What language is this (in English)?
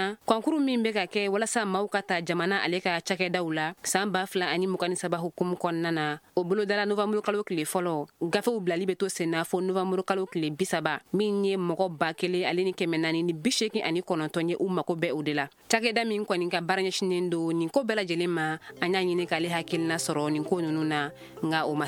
Bambara